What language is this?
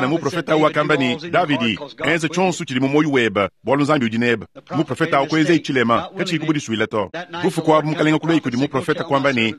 Luba-Lulua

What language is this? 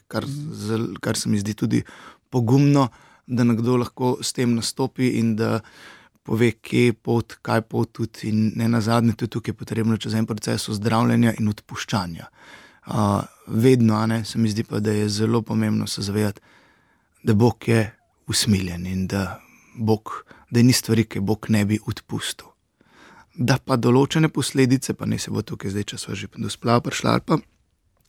Slovenian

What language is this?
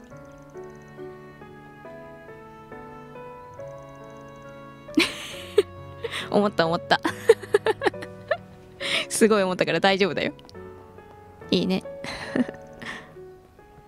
Japanese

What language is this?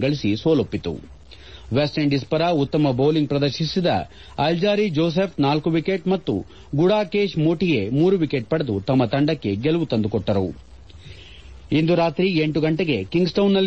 Kannada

